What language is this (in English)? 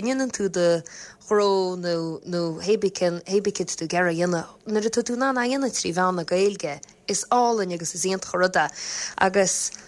Irish